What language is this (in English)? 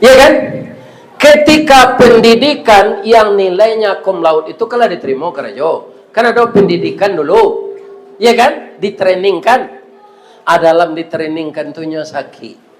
Minangkabau